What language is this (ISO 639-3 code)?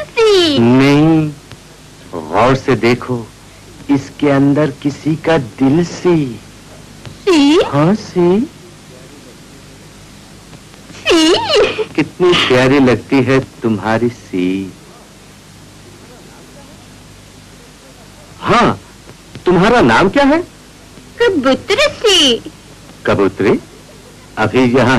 hin